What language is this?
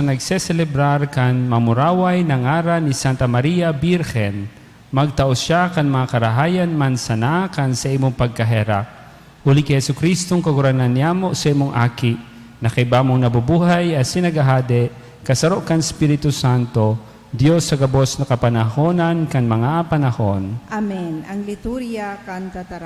Bikol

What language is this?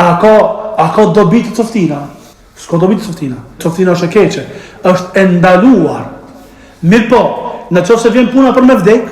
Albanian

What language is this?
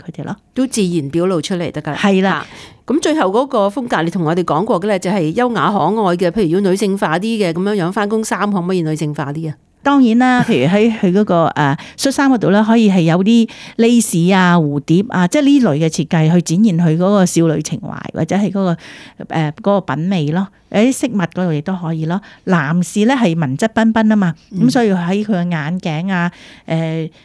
Cantonese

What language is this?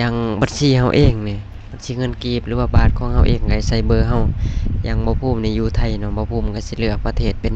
Lao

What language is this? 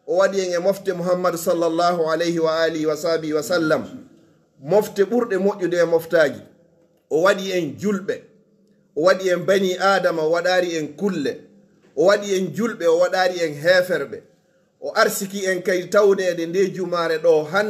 Fula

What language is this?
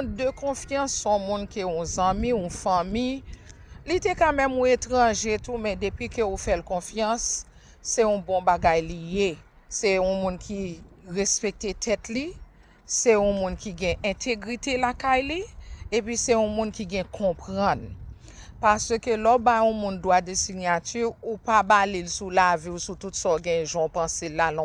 Haitian Creole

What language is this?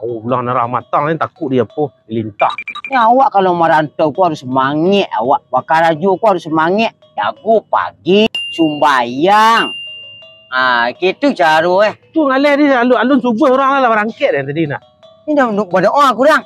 Minangkabau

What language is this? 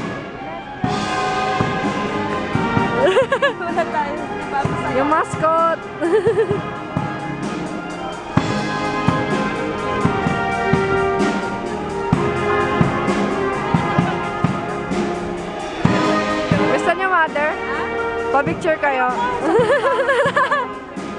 Filipino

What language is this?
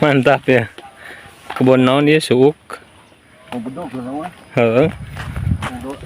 Sundanese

